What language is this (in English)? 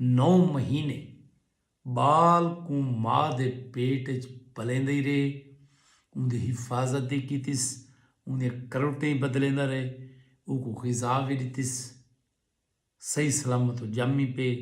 Saraiki